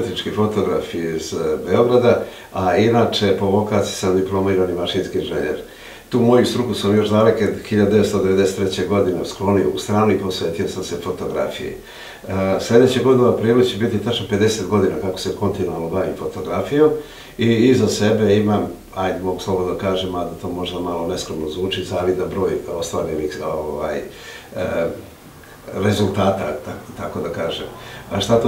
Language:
Serbian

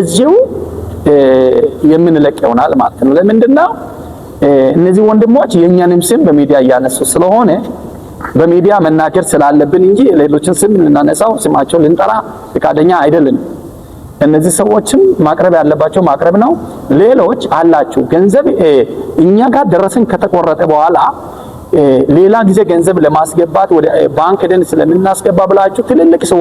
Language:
Amharic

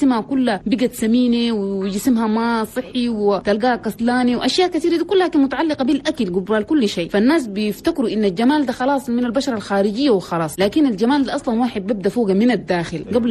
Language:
Chadian Arabic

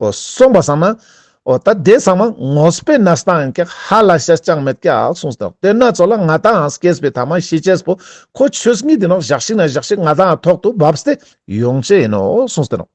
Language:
Ladakhi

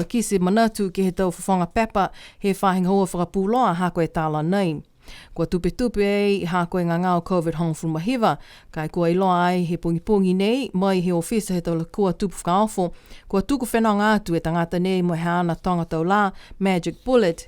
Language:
Niuean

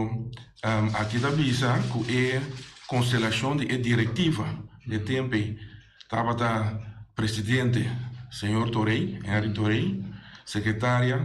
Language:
Papiamento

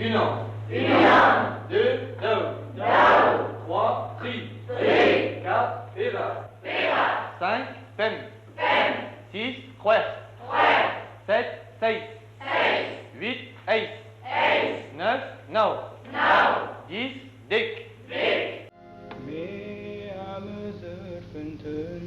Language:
Breton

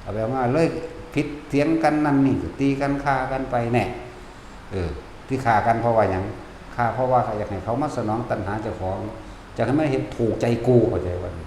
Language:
Northeastern Thai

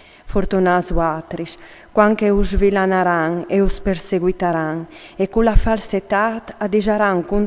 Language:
Friulian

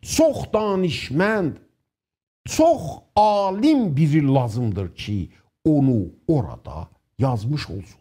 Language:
South Azerbaijani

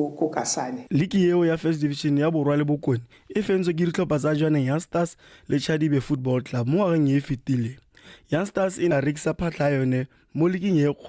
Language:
Tswana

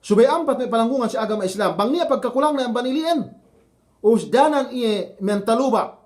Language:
Yakan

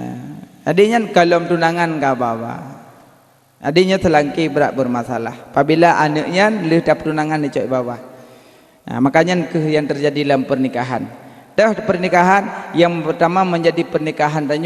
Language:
Achinese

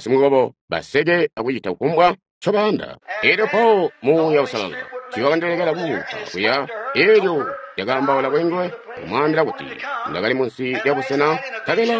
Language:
Tonga (Zambia)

